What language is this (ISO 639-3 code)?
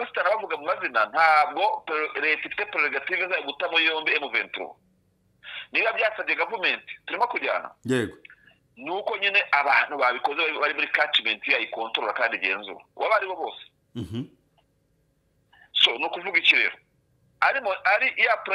kin